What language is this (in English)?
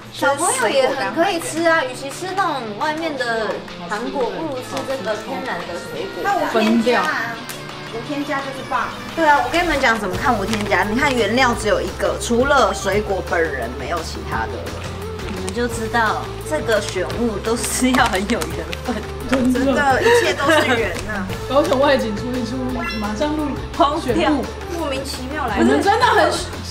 Chinese